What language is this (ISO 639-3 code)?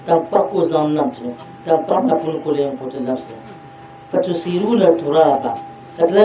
dag